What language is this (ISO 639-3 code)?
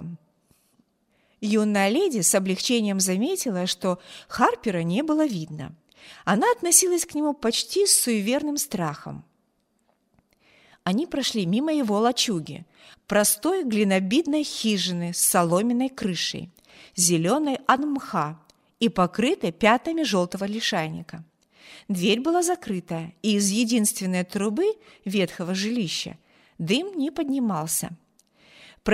rus